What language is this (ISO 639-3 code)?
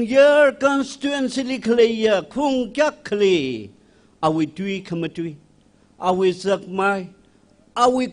nmf